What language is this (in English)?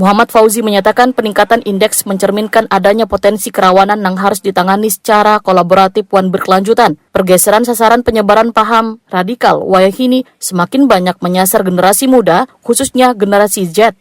Banjar